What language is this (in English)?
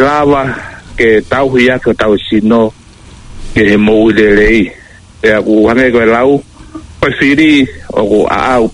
Tongan